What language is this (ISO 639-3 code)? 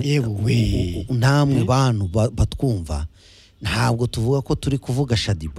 kin